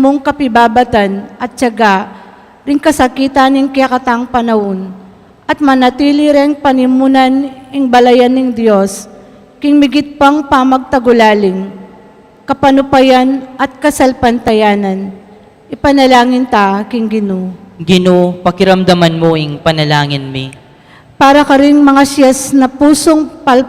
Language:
Pampanga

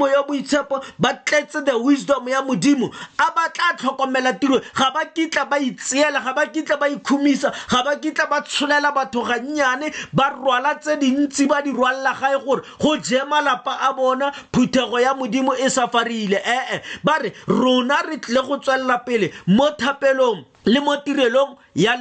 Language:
Tswana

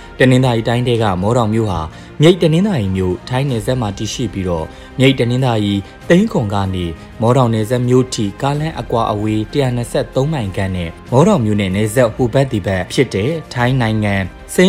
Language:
Burmese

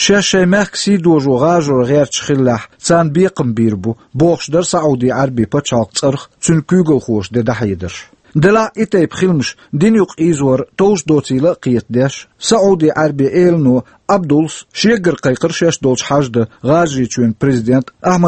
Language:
Chechen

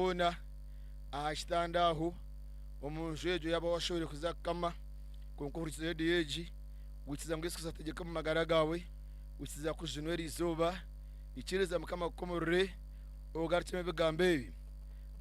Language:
Nyankole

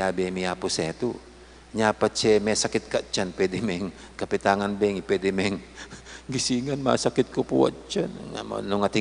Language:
Pampanga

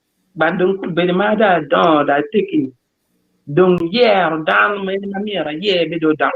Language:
Acoli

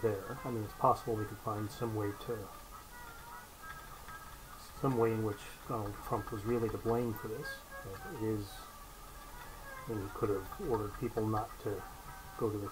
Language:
English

